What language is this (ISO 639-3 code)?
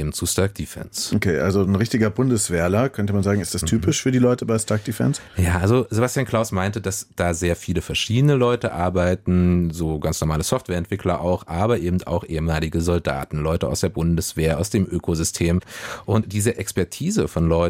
deu